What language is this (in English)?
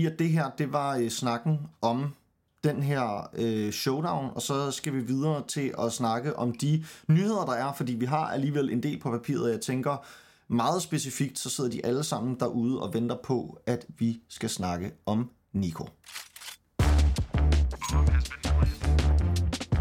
Danish